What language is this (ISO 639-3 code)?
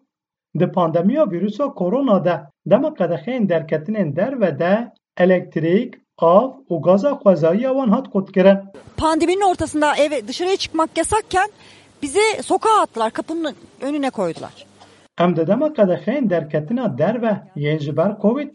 kur